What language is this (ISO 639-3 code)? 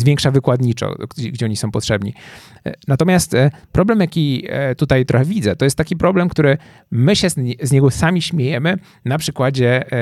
pol